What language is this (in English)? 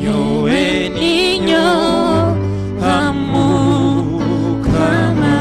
Nyankole